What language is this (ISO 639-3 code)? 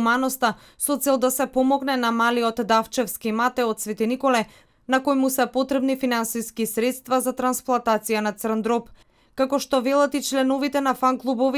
mkd